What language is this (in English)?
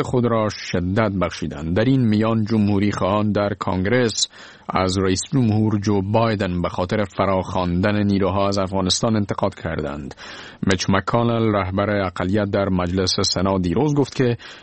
Persian